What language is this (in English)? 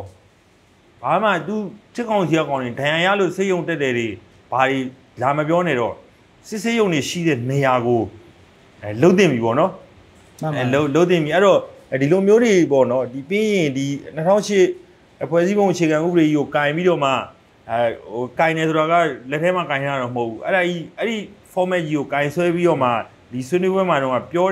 Burmese